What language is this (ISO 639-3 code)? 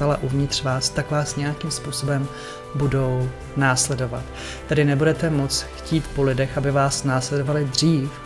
ces